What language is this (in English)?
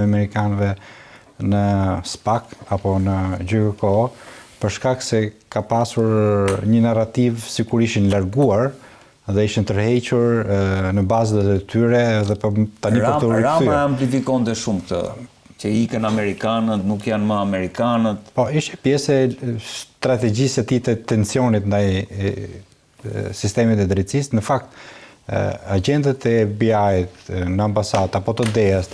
Albanian